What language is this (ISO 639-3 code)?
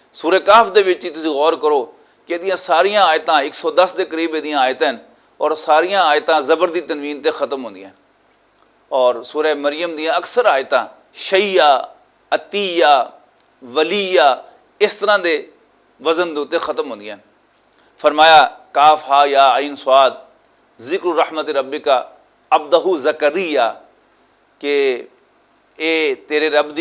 lah